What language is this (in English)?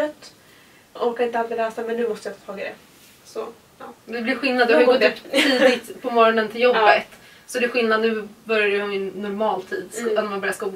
Swedish